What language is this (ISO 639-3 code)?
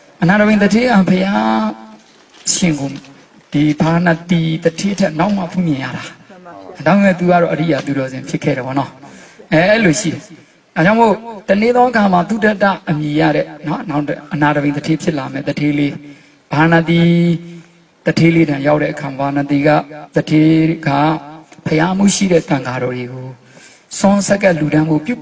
mya